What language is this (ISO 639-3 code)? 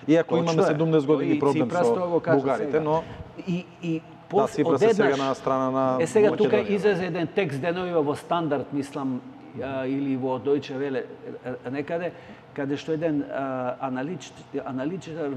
mkd